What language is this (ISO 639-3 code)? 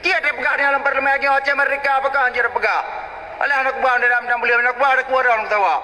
ace